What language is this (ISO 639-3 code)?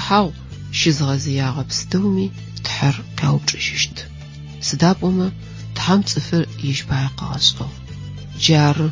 ady